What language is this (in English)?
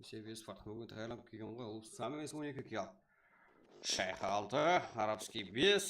Kara-Kalpak